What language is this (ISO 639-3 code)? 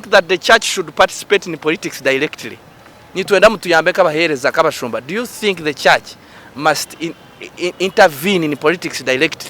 nyn